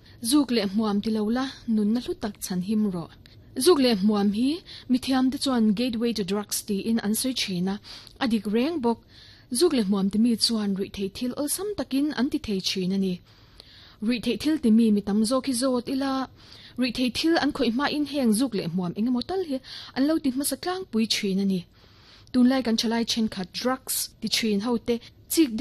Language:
Mizo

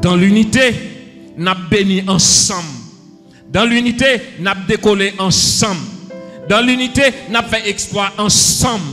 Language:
Haitian Creole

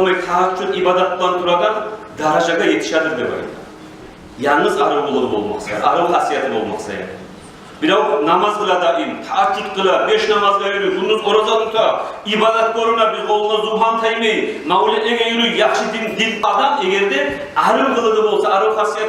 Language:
Kumyk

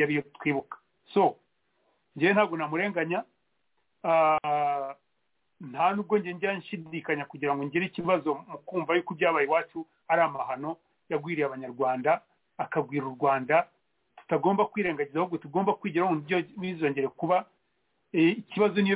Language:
Kinyarwanda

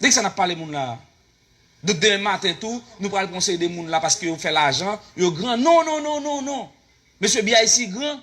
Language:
Haitian Creole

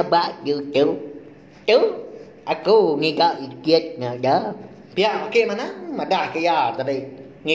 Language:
Iban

